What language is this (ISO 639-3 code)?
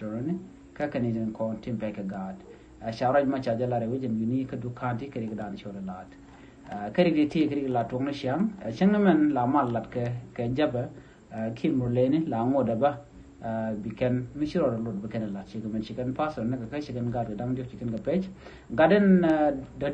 nus